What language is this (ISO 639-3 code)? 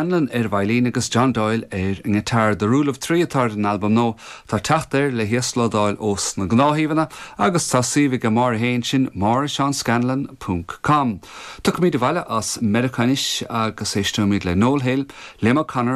gle